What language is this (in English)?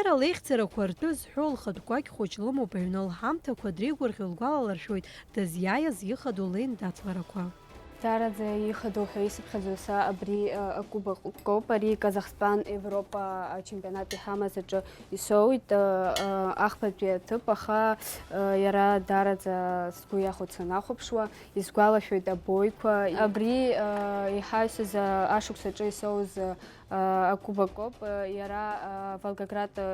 Abkhazian